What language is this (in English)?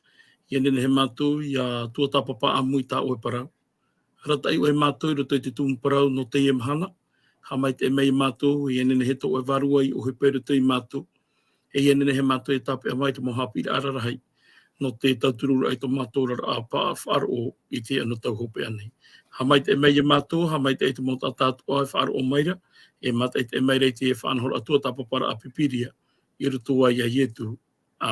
Tahitian